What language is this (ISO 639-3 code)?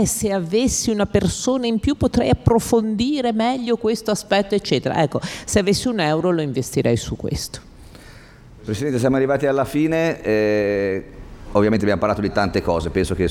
ita